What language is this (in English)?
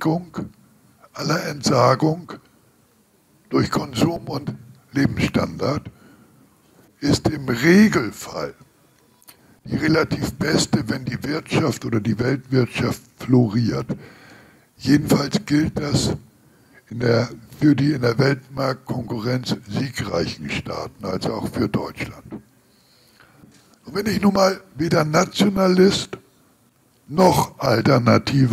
German